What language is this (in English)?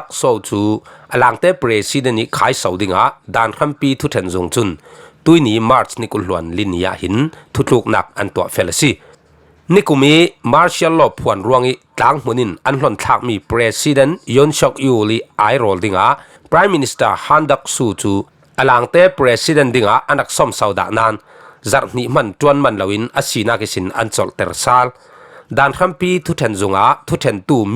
Falam Chin